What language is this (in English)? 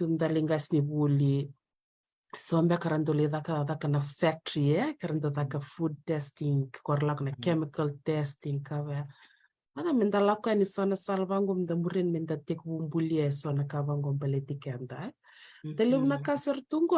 Fijian